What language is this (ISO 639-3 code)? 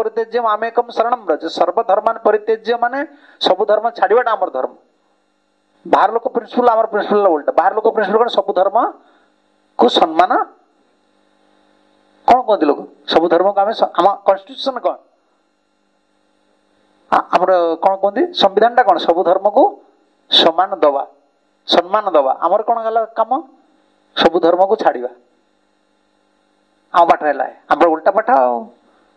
ori